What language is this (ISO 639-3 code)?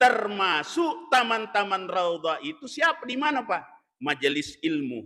bug